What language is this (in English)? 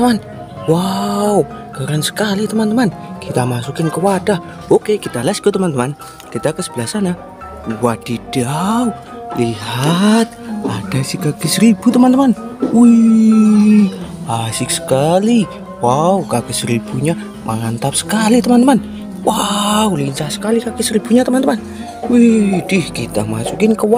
Indonesian